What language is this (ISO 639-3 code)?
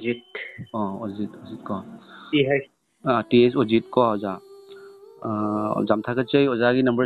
mni